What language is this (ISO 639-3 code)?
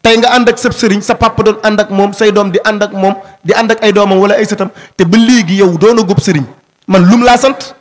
wol